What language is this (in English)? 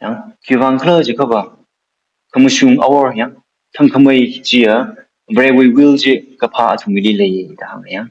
Tangkhul Naga (India)